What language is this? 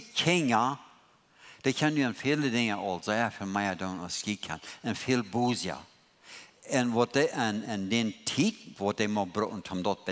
Plautdietsch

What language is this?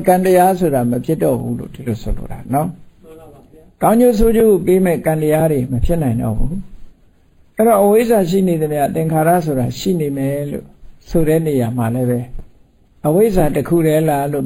Burmese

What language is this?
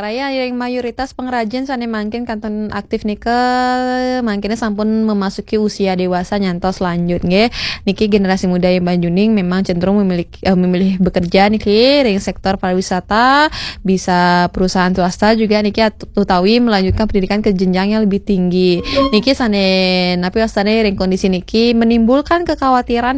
Balinese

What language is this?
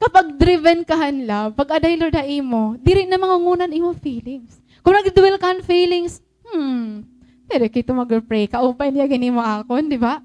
Waray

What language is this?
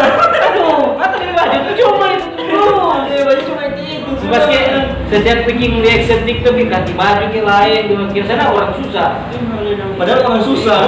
Manado Malay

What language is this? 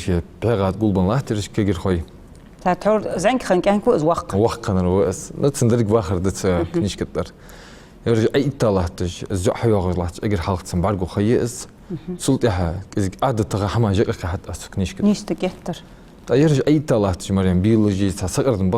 Ingush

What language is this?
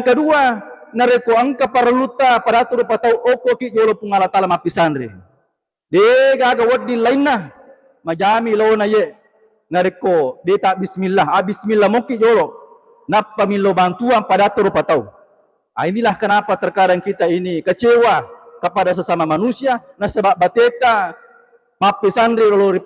Buginese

